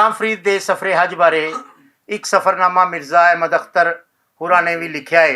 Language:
Western Panjabi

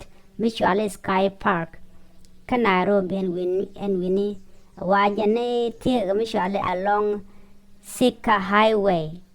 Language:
Nuer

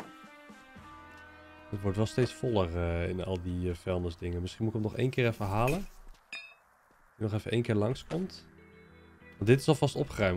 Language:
Dutch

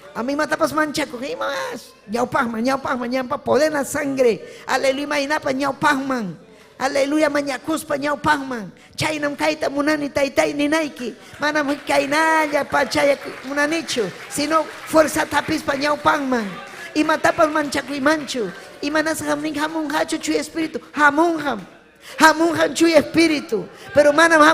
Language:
Ayacucho Quechua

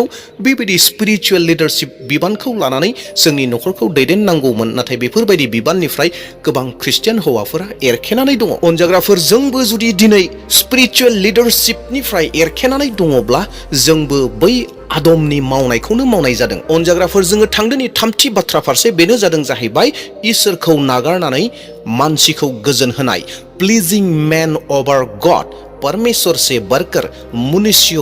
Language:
Bodo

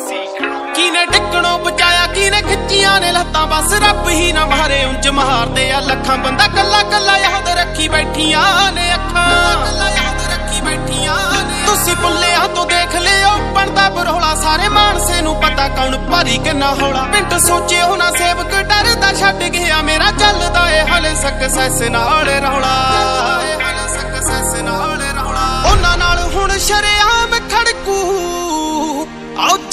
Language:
Punjabi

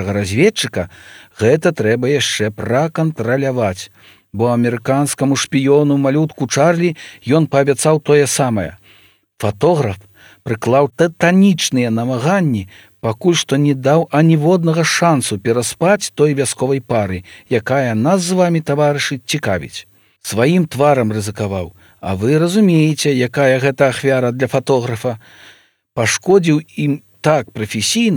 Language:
Belarusian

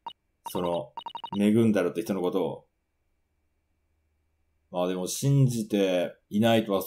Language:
Japanese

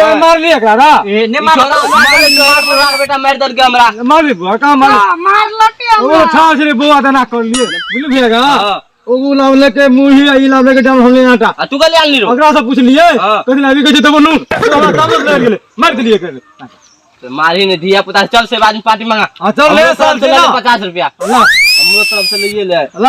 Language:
Maithili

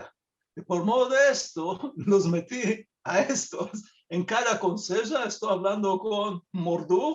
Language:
Ladino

